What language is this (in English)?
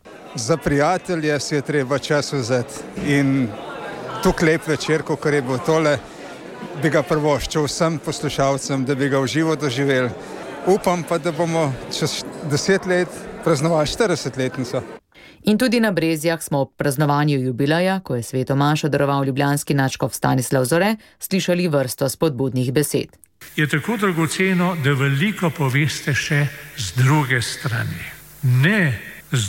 Slovenian